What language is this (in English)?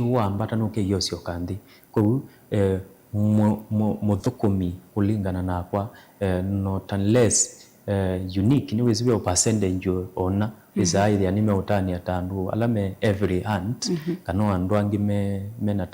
Kamba